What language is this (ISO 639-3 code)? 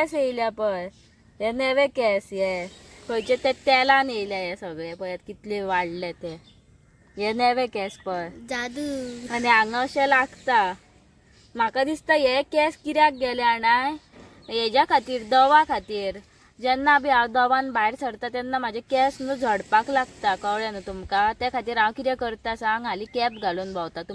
kok